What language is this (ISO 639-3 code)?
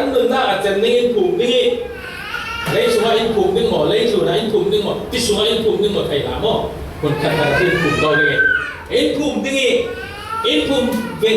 cfm